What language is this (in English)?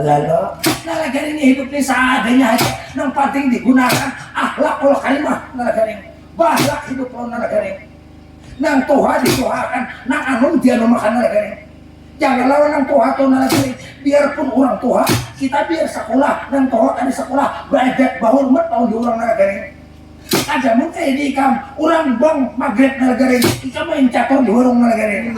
Banjar